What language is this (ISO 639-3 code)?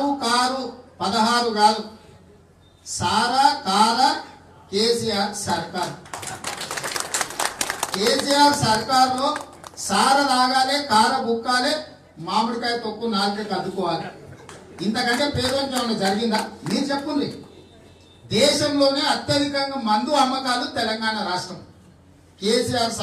tel